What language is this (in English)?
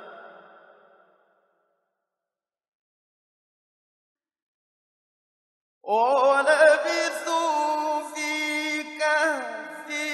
Arabic